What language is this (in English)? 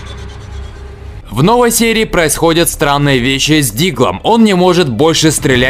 Russian